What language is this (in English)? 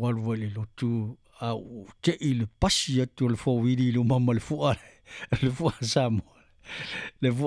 Samoan